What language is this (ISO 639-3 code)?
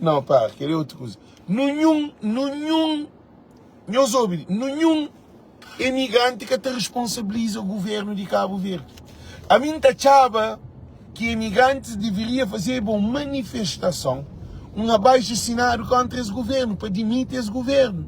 kea